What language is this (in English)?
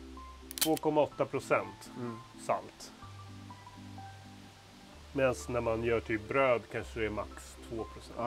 Swedish